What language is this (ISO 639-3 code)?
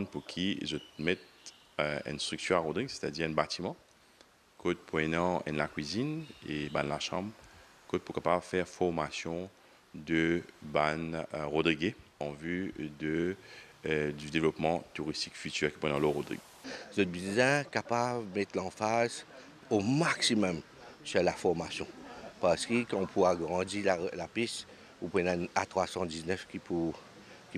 mfe